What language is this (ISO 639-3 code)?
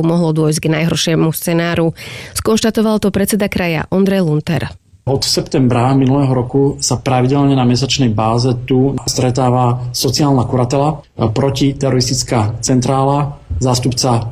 slk